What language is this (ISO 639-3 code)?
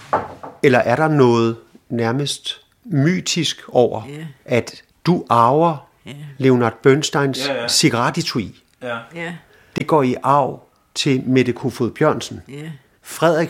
dan